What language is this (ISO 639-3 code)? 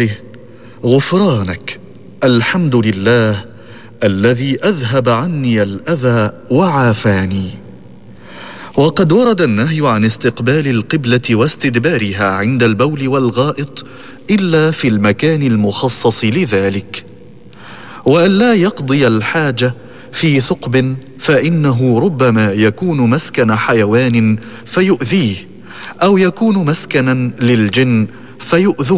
ara